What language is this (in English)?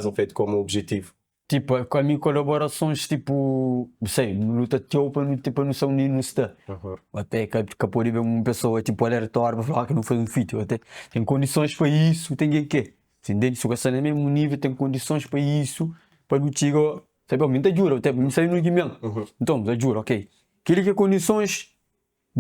Kabuverdianu